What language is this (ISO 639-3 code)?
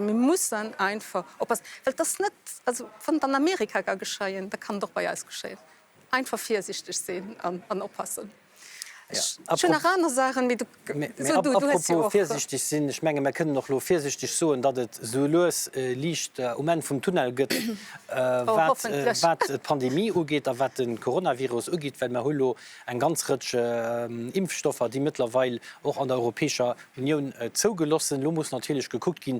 ltz